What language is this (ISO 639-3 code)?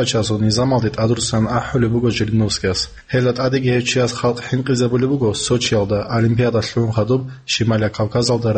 ava